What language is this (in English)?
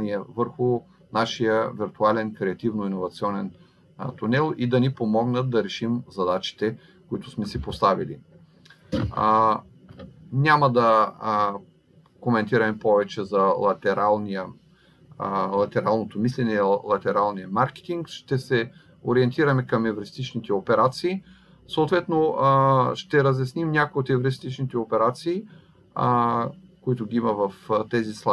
Bulgarian